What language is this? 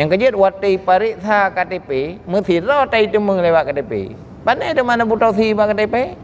Achinese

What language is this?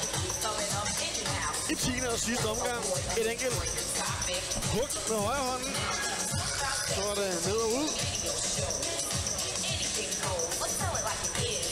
Danish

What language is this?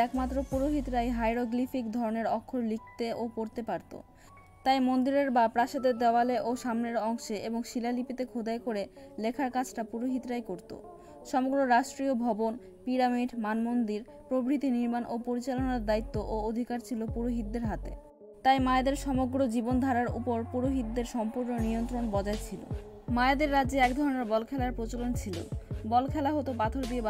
Bangla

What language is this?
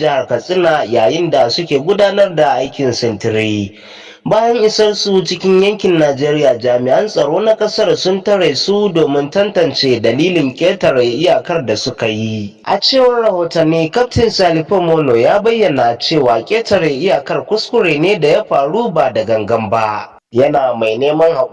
Hausa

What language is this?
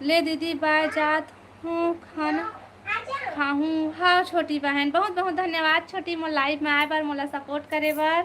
Chhattisgarhi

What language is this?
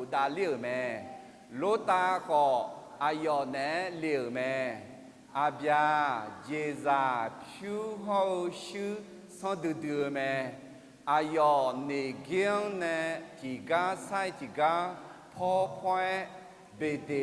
Akha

